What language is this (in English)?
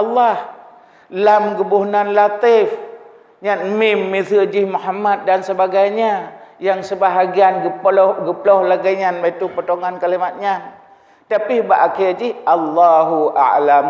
Achinese